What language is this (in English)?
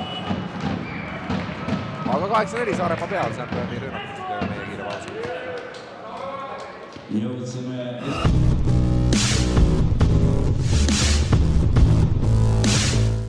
Estonian